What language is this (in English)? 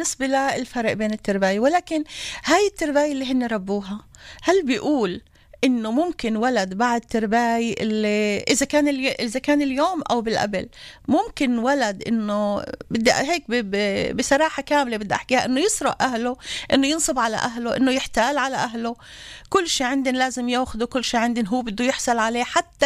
North Levantine Arabic